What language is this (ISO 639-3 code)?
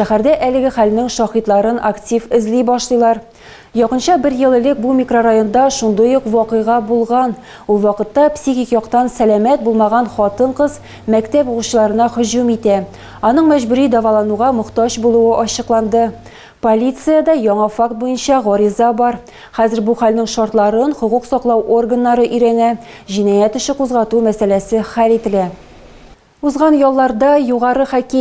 tat